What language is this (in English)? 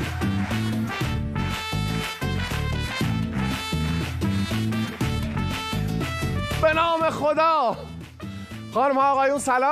Persian